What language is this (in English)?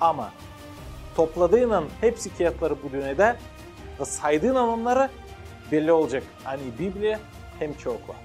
Gagauz